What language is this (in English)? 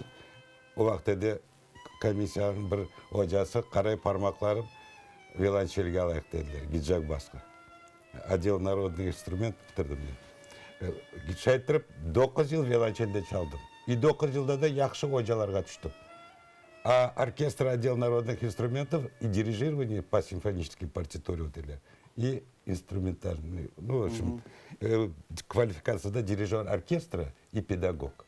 Crimean Tatar